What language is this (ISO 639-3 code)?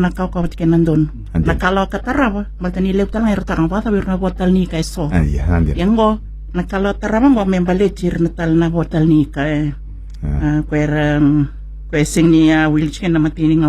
fij